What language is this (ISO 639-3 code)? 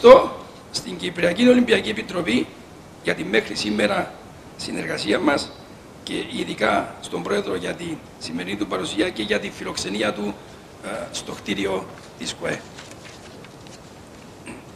ell